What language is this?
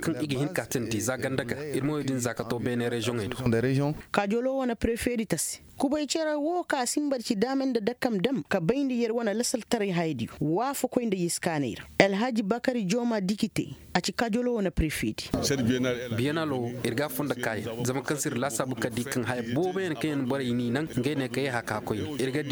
Koyraboro Senni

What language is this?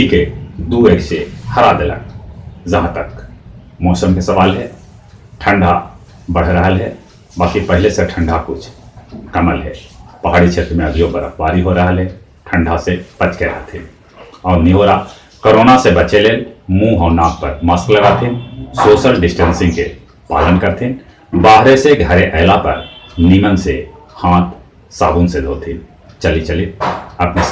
Magahi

